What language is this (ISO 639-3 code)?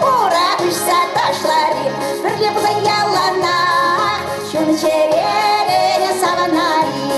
chv